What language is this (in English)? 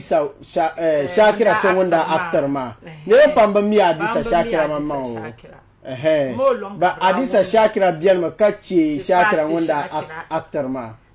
Dagbani